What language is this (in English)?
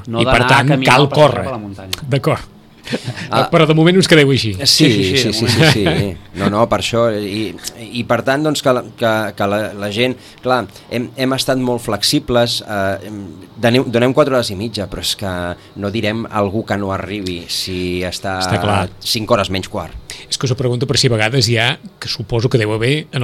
Catalan